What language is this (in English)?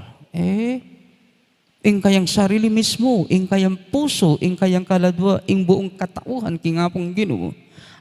Pampanga